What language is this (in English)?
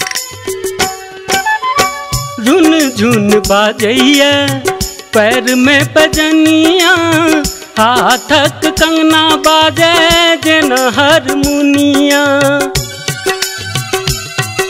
Maithili